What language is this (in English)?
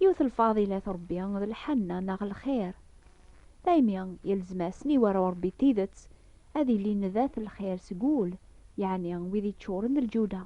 Kabyle